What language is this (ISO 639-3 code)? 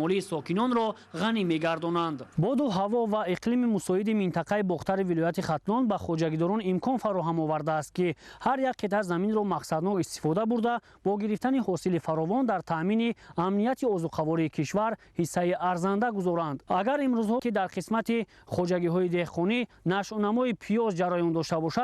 tgk